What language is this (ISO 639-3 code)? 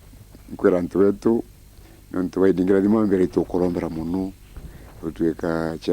mer